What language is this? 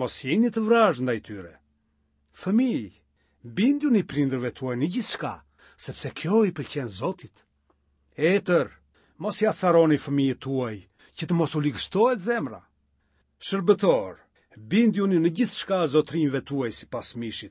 Albanian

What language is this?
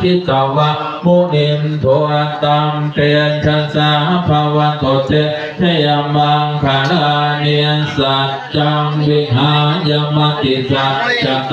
Pali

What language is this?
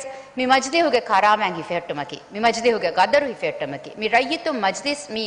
Divehi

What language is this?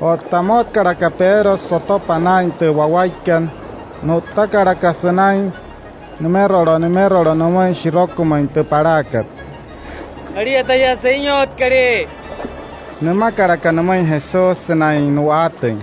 Wayuu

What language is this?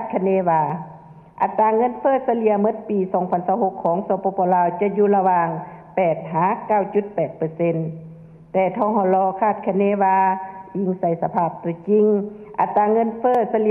Lao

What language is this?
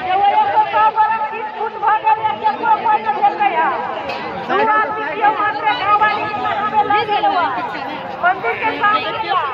Maithili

